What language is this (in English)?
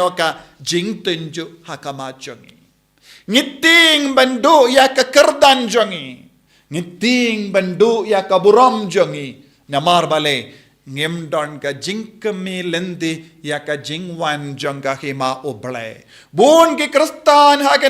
Khasi